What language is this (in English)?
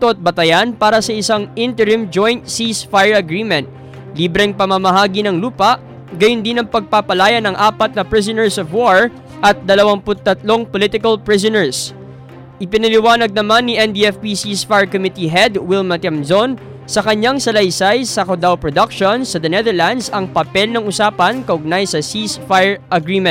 Filipino